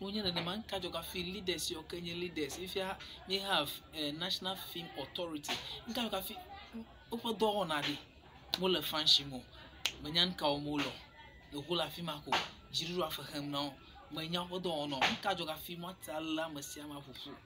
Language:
Ewe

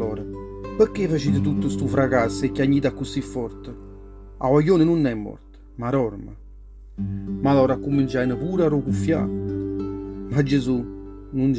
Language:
Neapolitan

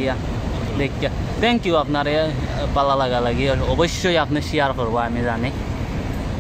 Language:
Sylheti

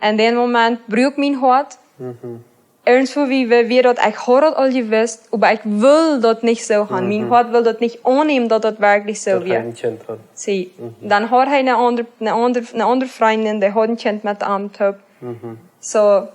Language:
Plautdietsch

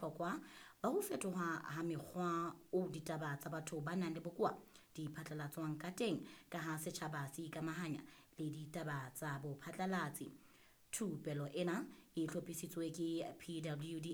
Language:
Southern Sotho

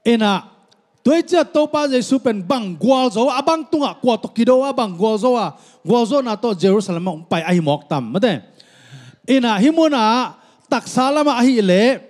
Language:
Tedim Chin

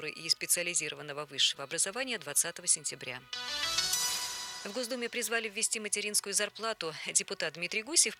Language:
Russian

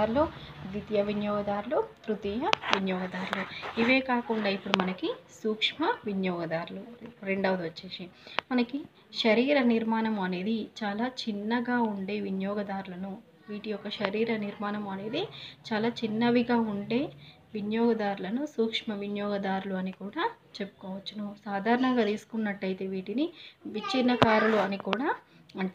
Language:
Telugu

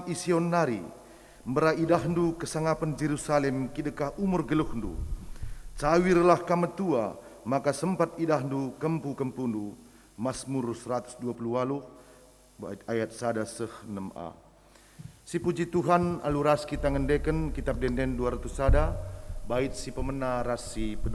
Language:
Batak Karo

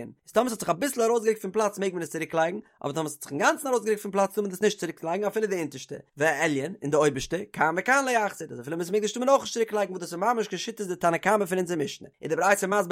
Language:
Yiddish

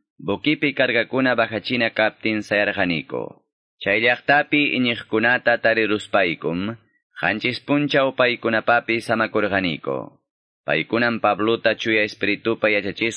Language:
Ayacucho Quechua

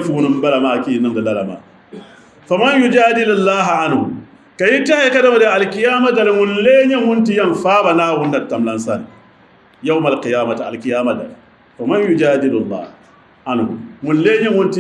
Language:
Dagbani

